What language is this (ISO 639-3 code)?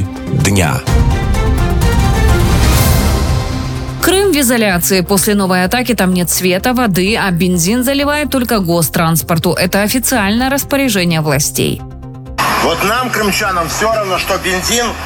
rus